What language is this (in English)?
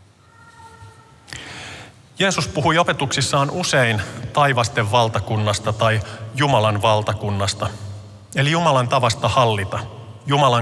Finnish